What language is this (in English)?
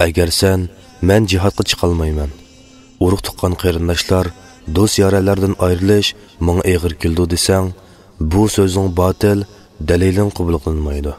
Uyghur